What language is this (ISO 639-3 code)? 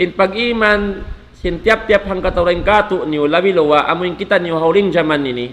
tsg